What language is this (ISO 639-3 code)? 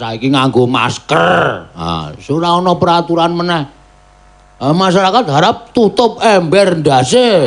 jav